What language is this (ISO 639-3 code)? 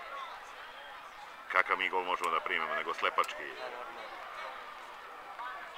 srp